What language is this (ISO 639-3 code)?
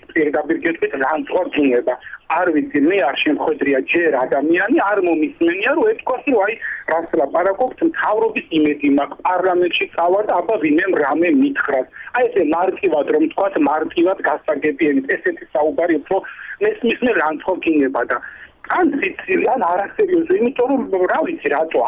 kat